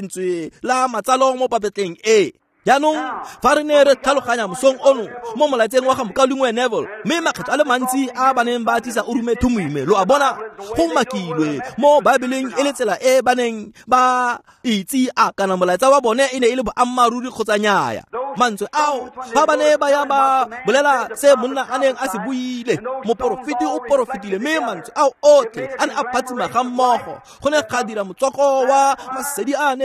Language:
Tswana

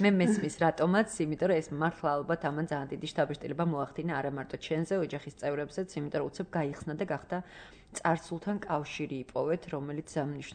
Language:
Georgian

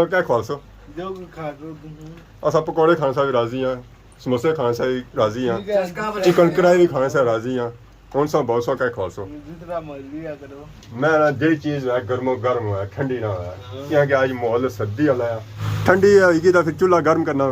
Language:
Pahari-Potwari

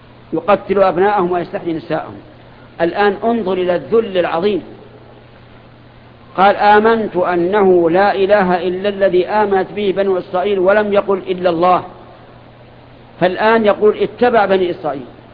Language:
Arabic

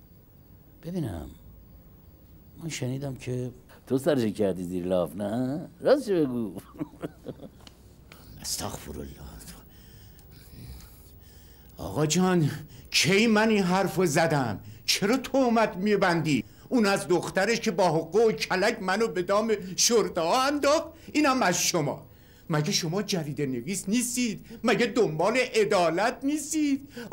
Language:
Persian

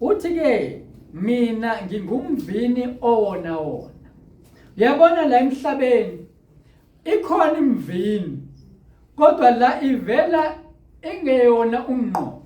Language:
Zulu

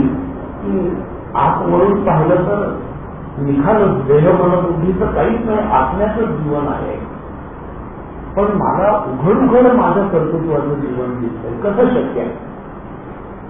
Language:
Marathi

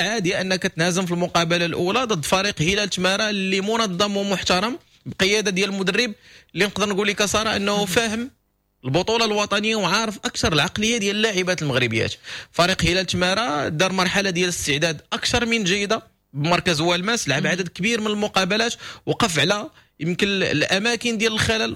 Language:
Moroccan Arabic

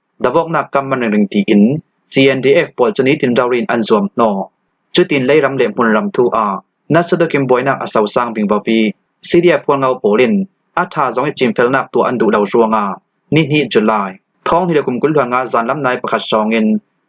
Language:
Falam Chin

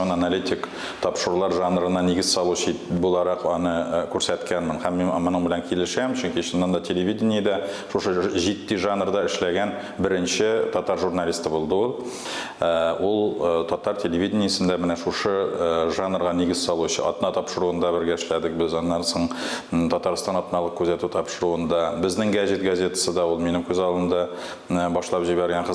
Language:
Tatar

